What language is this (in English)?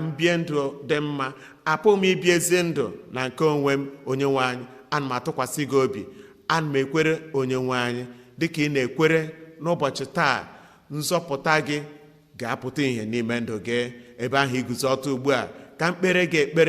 Igbo